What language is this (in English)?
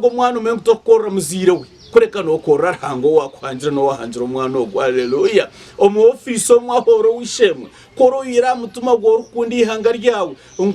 Nyankole